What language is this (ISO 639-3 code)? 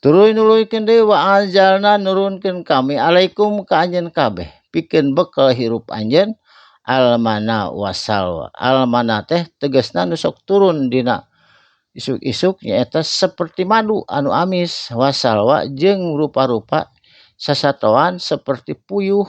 sun